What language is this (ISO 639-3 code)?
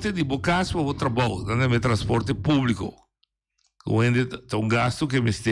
pap